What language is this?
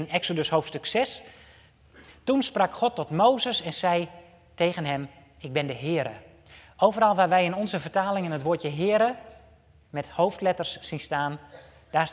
Dutch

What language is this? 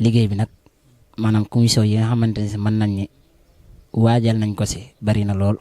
Wolof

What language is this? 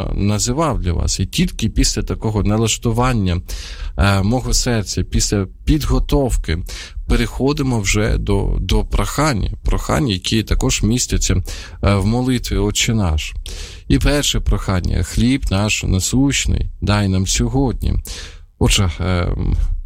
Ukrainian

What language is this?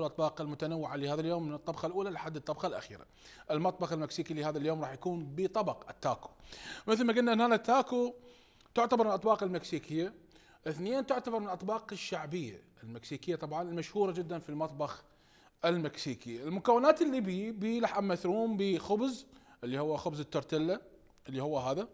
Mesopotamian Arabic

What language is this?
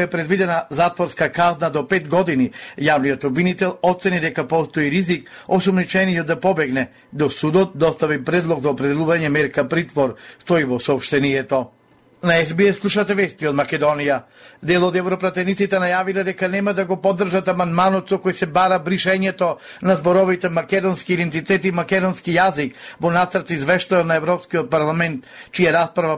Macedonian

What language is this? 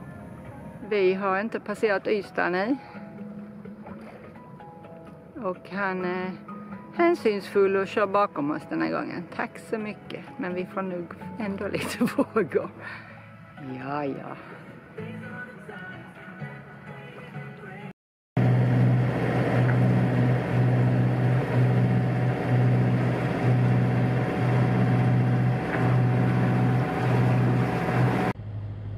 Swedish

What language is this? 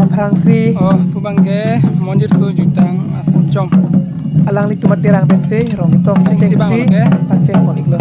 Karbi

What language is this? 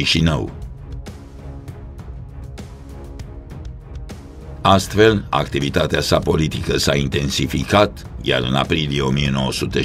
Romanian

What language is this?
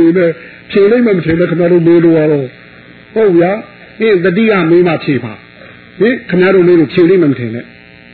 Burmese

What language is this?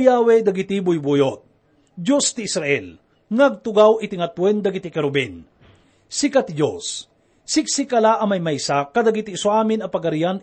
Iloko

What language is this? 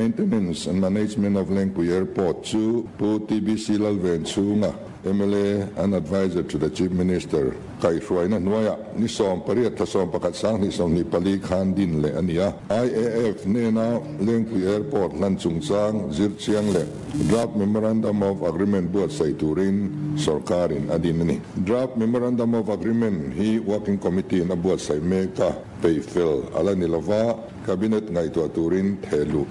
Mizo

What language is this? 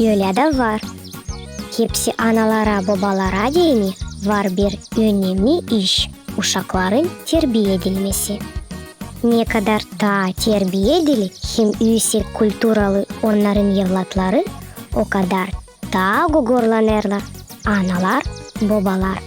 Gagauz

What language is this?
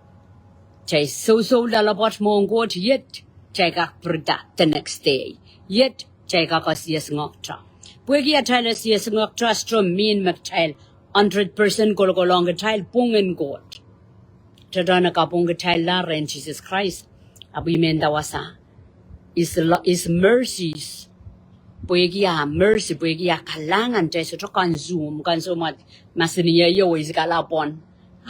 Pohnpeian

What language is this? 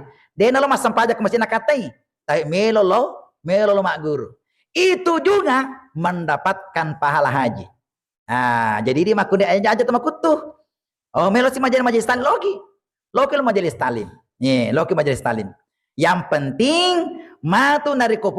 Buginese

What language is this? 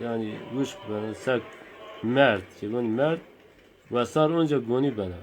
Zaza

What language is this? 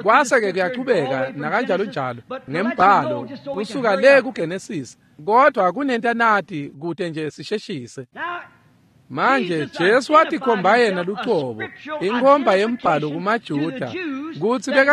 Swati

